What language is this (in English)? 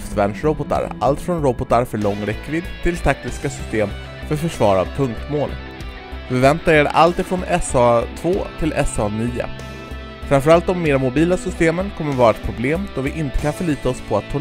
Swedish